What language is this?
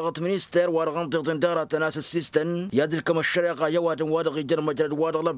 Tamasheq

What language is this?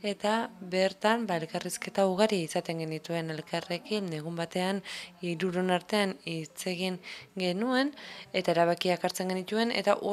Basque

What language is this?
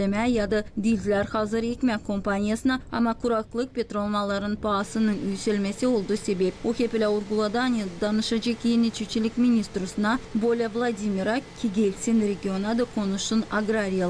Gagauz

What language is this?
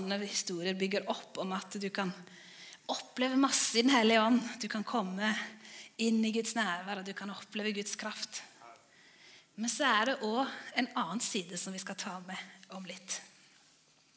Norwegian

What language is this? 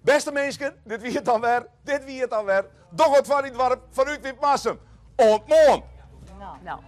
Western Frisian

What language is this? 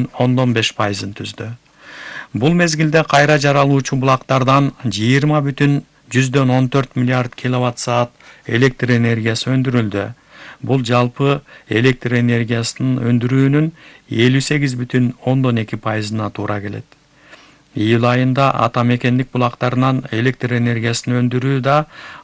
Kyrgyz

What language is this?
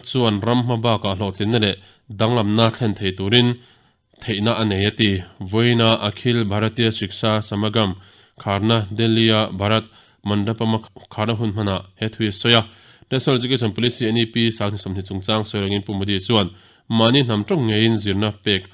Mizo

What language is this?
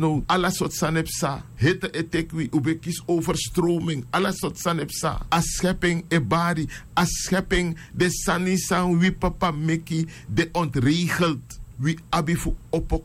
Sranan Tongo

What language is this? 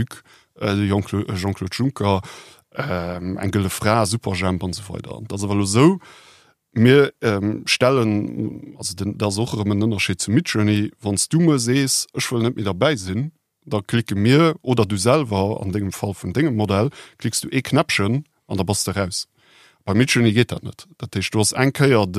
Luxembourgish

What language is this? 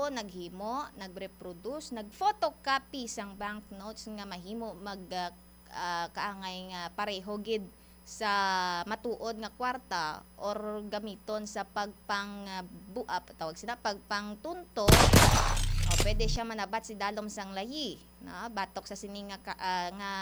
Hiligaynon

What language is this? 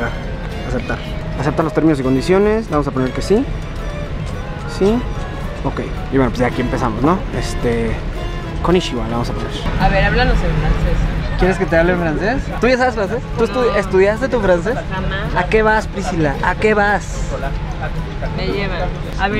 Spanish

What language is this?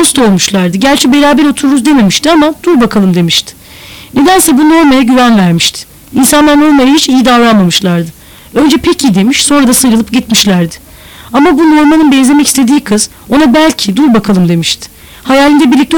Turkish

